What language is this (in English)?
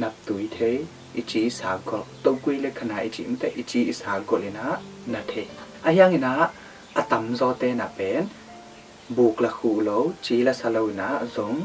Tedim Chin